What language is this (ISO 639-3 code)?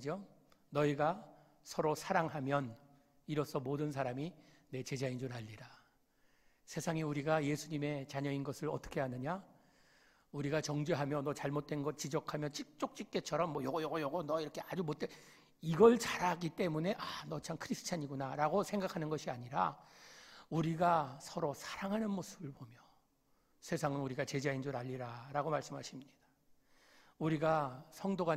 kor